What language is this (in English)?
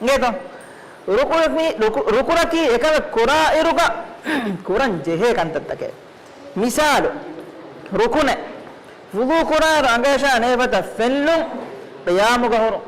Divehi